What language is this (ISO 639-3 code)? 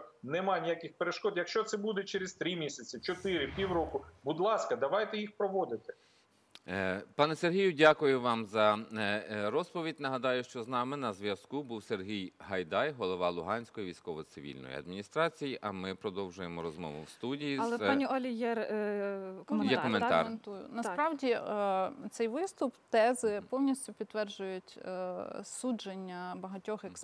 ukr